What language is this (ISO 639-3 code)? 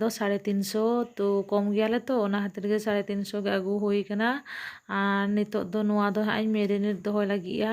sat